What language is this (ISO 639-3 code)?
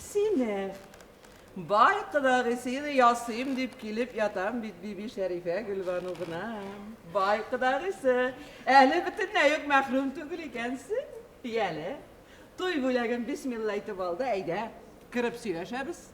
tat